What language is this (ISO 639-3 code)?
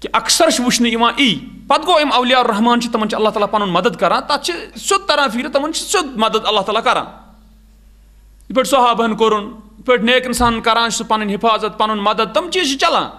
kas